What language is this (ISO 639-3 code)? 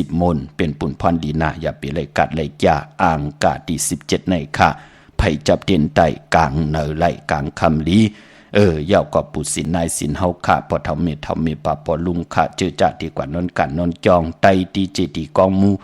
shn